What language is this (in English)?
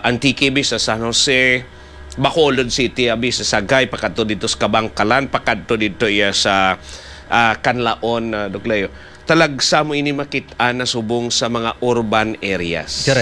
Hiligaynon